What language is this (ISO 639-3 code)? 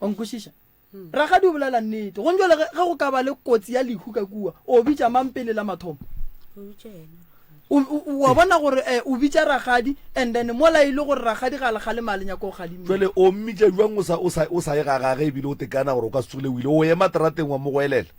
nso